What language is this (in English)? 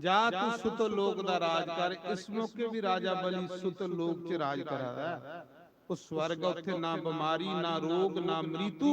Dogri